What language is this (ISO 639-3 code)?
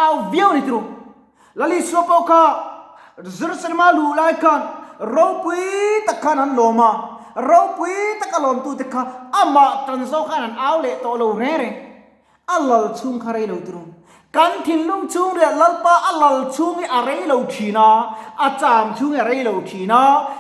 lus